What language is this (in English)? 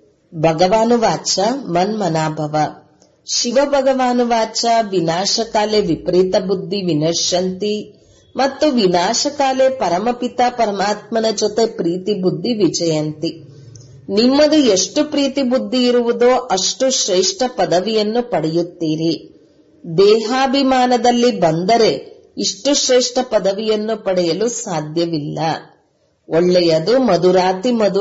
Kannada